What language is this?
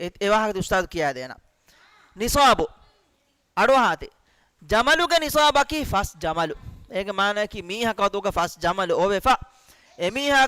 Divehi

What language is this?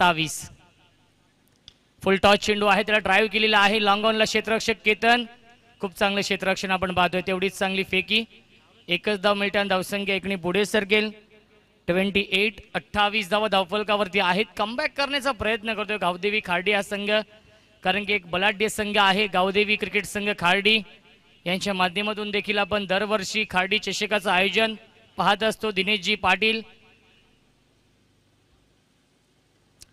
Marathi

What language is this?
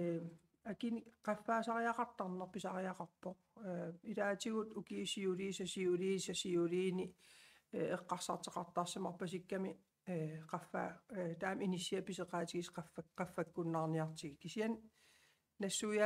Kalaallisut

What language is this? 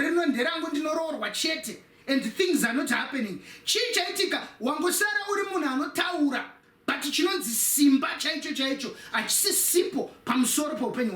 Shona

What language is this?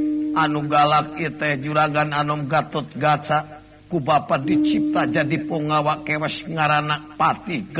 Sundanese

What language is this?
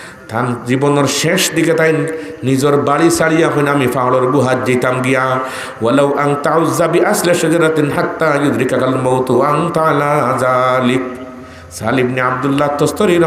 Sylheti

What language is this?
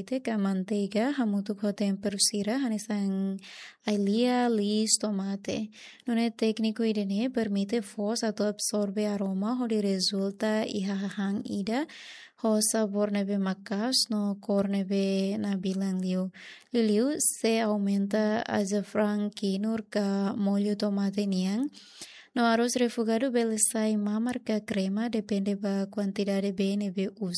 Tetum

